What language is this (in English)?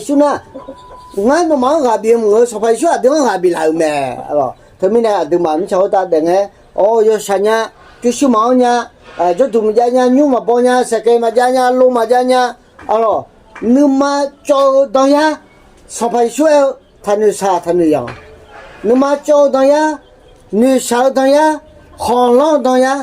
Akha